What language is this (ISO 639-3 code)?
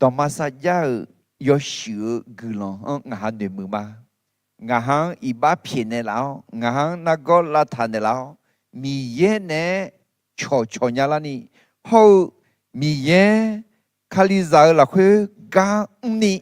ahk